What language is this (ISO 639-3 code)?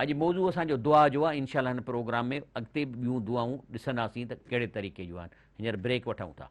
snd